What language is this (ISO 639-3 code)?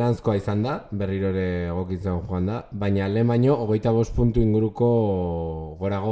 eus